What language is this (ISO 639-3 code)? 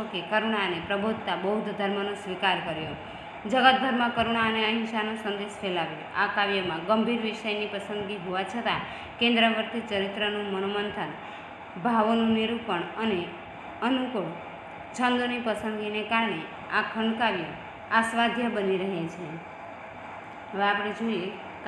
guj